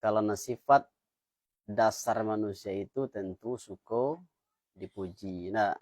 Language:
Minangkabau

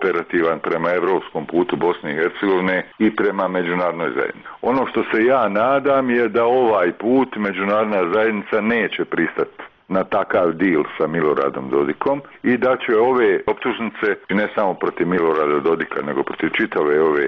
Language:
Bosnian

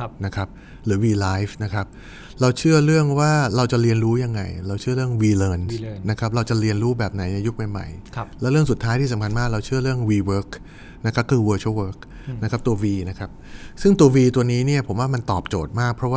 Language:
Thai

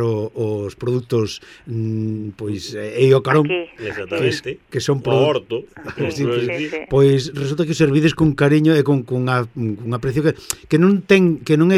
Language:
Galician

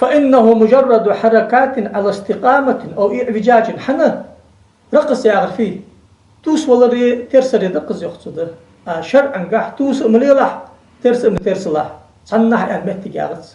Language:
Ingush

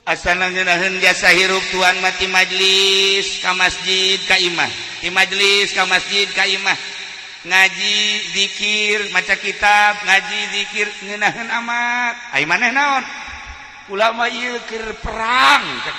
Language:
Sundanese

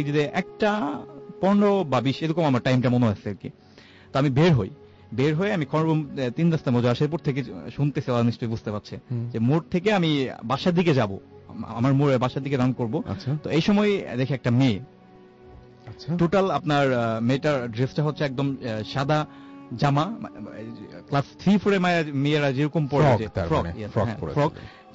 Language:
Bangla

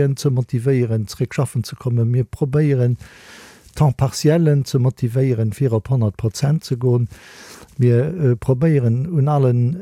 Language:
Luxembourgish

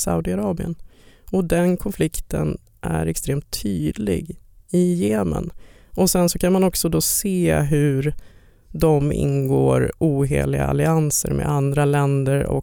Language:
Swedish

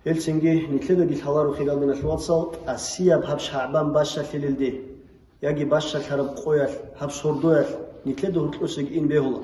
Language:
Avaric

